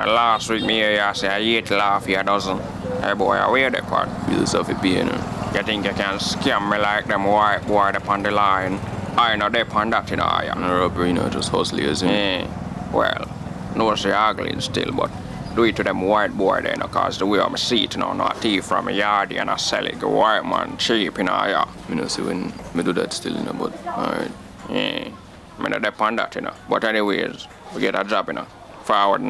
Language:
Jamaican Creole English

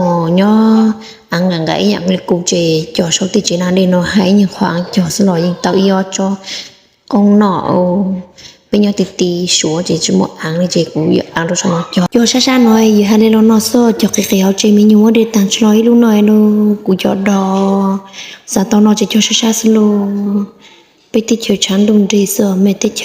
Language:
Hmong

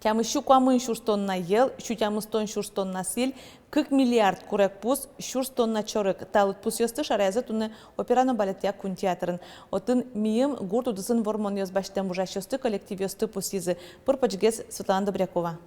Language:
Udmurt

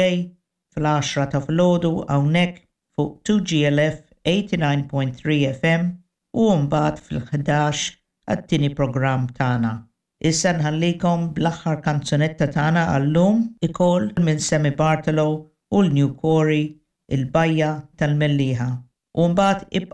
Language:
Maltese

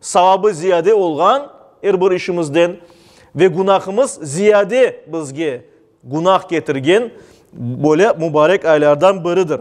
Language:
Crimean Tatar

